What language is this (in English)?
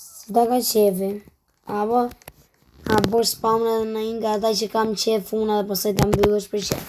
Albanian